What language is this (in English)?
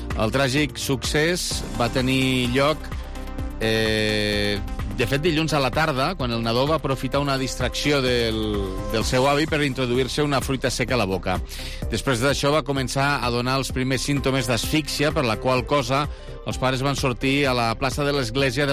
Catalan